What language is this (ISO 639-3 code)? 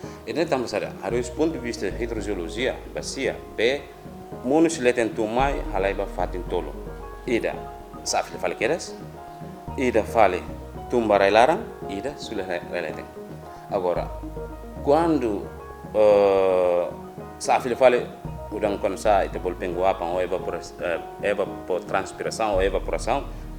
tet